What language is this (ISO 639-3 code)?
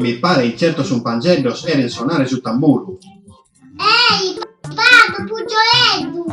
srd